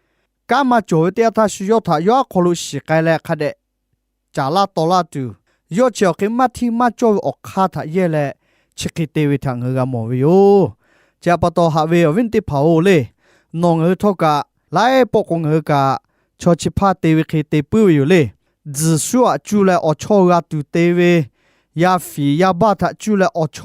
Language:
Lahu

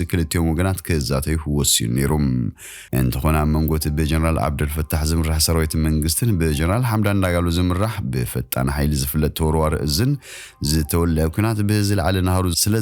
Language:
Tigrinya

